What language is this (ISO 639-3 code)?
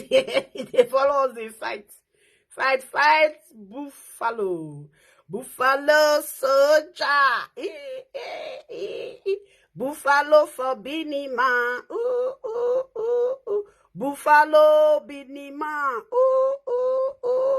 pcm